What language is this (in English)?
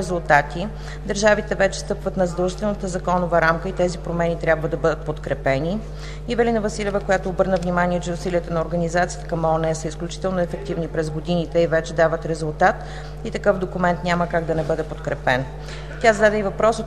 Bulgarian